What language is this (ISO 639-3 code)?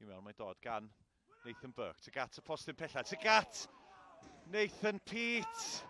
cym